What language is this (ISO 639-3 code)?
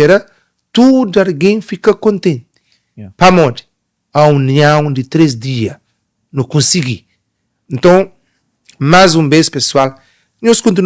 kea